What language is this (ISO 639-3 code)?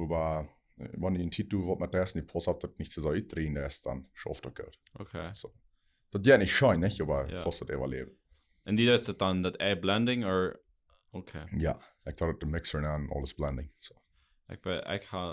pdt